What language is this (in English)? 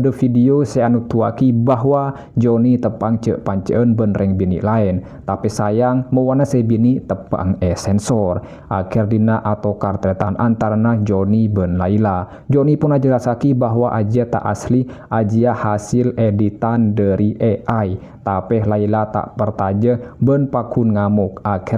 Madurese